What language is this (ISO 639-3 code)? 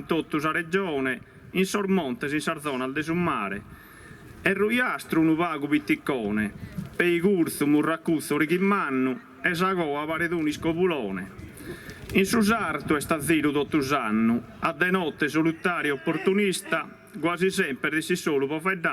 srd